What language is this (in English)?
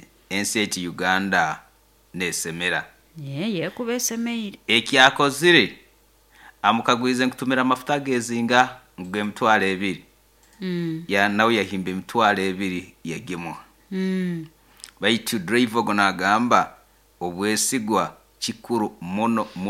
Nyoro